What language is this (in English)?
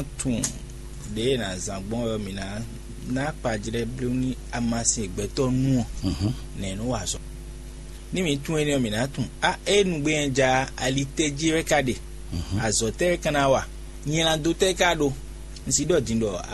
Fon